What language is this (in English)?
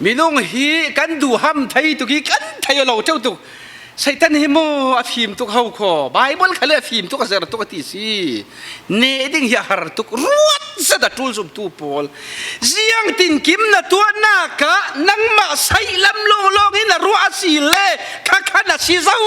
Falam Chin